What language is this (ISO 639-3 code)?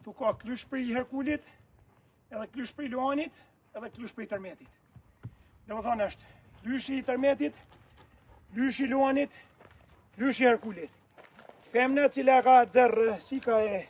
sqi